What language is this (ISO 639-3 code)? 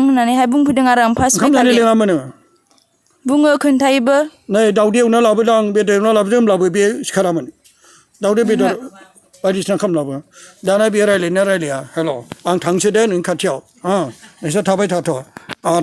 brx